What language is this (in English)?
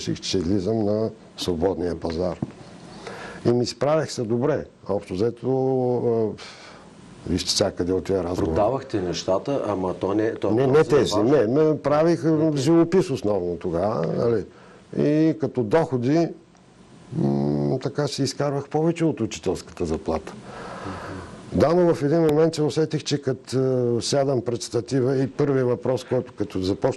Bulgarian